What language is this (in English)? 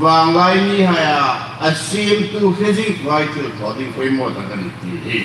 Hmar